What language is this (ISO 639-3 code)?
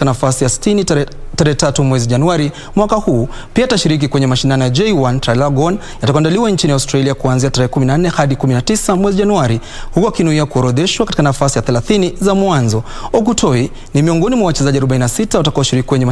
swa